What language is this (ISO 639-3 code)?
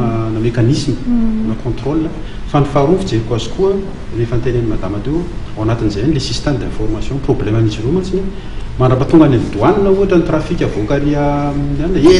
mlg